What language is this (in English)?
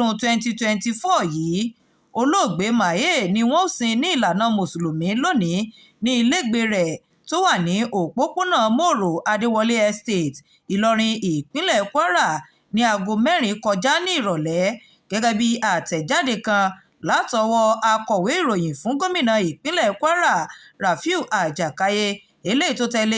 Yoruba